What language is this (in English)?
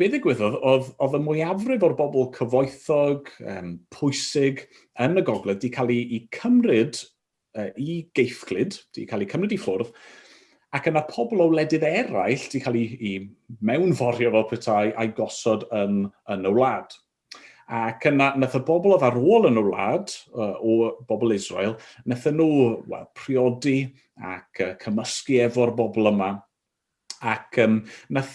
Welsh